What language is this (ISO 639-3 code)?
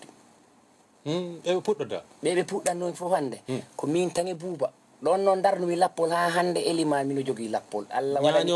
ful